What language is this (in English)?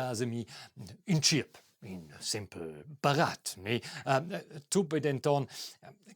Romansh